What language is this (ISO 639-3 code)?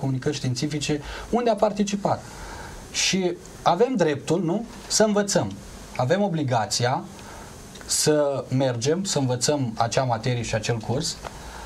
ron